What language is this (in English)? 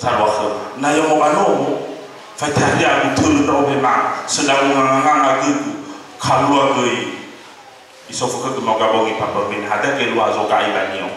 Nias